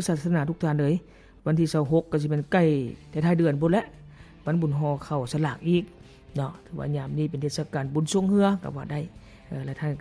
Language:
Lao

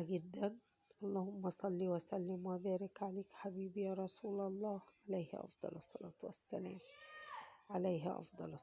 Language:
Egyptian Arabic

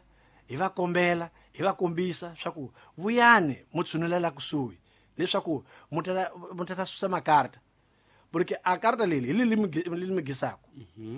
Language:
Tsonga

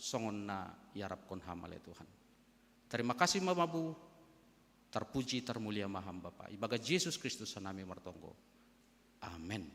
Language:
Batak Simalungun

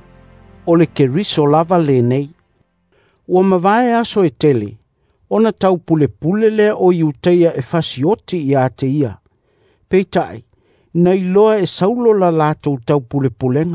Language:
Samoan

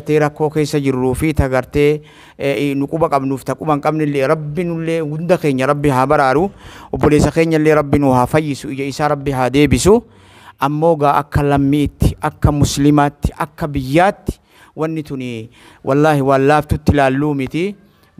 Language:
Oromo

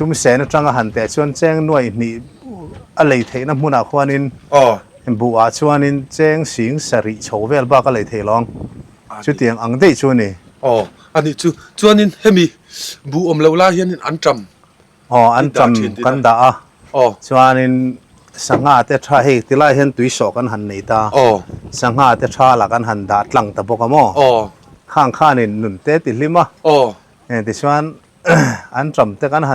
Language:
Mizo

